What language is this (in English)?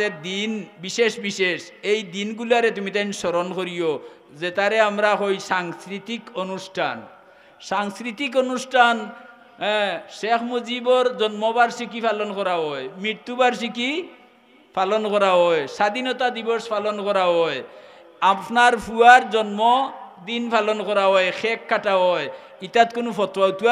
Sylheti